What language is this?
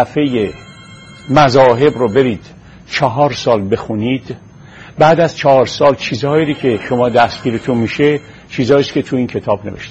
Persian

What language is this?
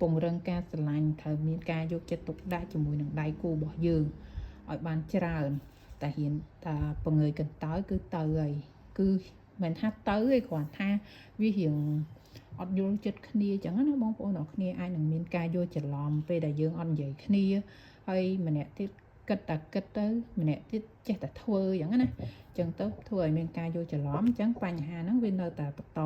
Khmer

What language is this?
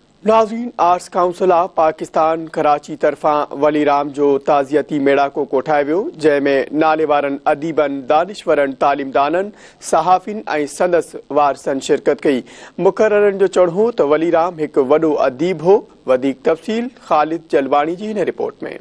Sindhi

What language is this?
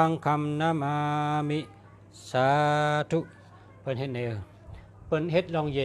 Shan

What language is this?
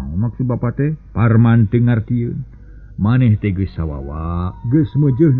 Sundanese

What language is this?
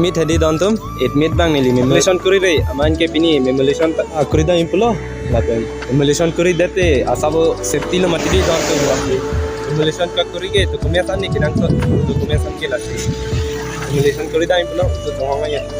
Karbi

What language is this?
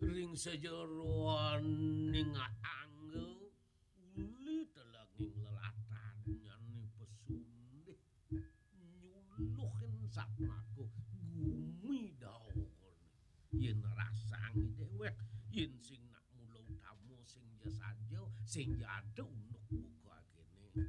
Balinese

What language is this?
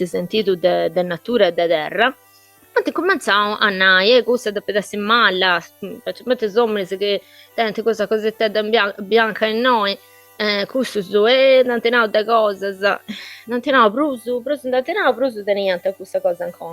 Sardinian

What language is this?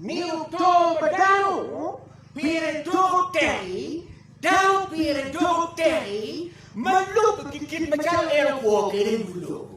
Acoli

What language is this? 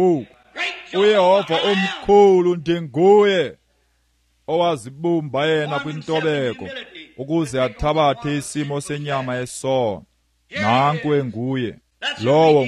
Xhosa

